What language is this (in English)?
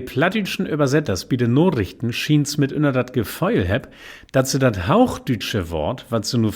Low German